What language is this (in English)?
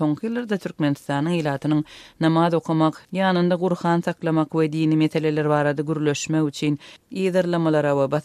Turkmen